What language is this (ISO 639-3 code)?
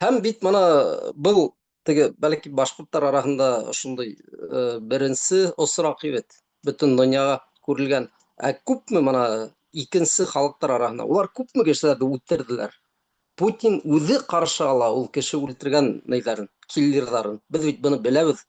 bak